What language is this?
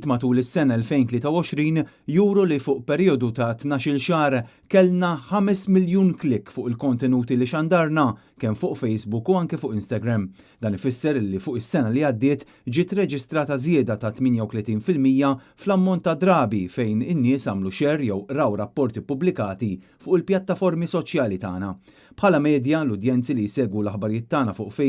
Maltese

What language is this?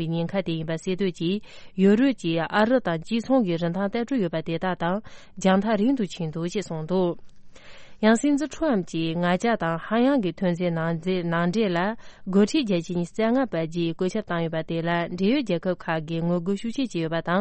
Tibetan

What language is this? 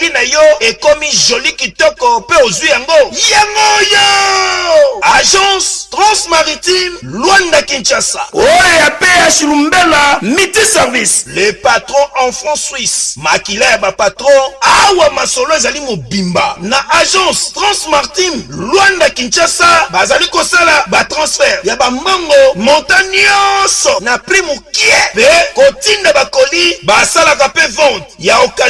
Lingala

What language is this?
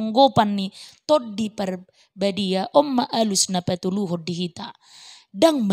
Batak Toba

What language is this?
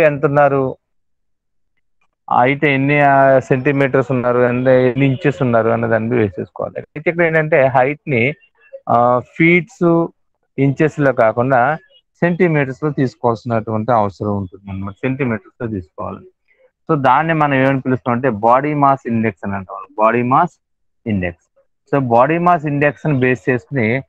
Telugu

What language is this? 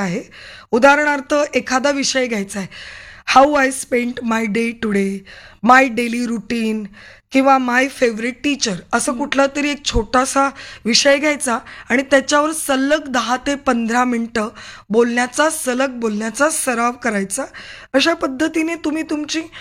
Marathi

